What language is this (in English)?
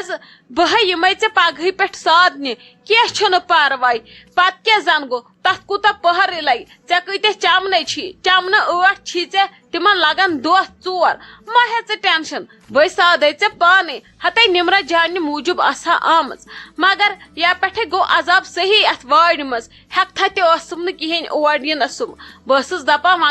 Kashmiri